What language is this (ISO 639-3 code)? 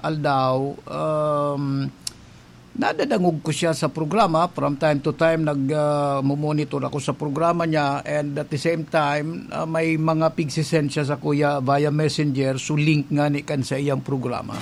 bik